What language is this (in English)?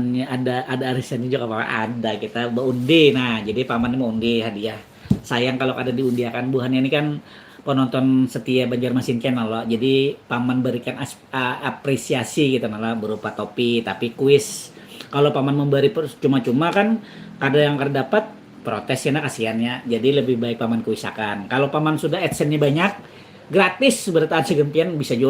Banjar